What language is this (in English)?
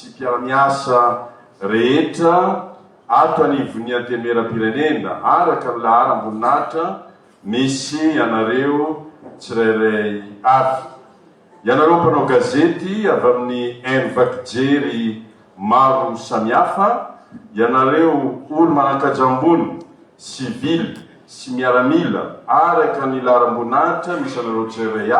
Malagasy